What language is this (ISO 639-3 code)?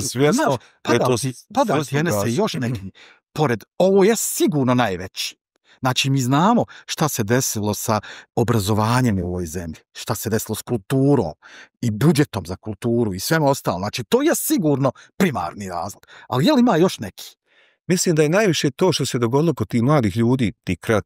bos